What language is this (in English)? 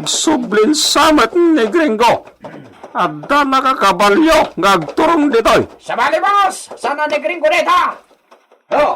Iloko